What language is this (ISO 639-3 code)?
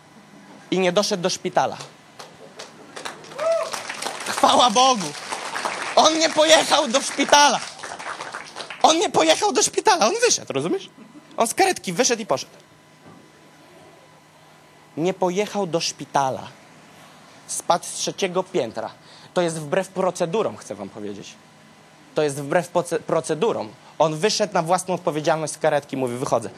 pol